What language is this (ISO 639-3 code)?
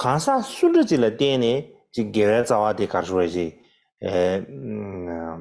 bod